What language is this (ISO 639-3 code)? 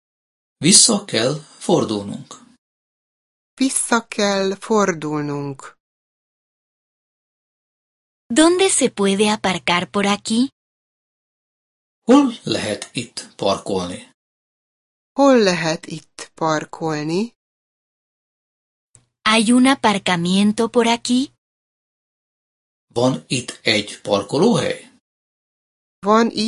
hun